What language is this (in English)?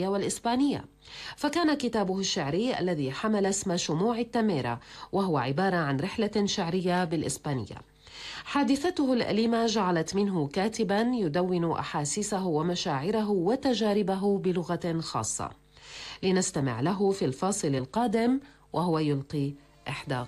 Arabic